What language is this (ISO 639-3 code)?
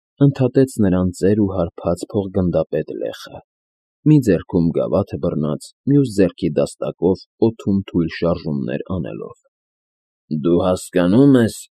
hye